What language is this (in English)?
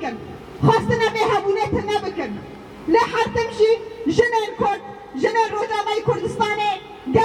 Kurdish